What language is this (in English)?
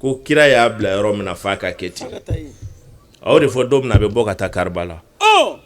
Bambara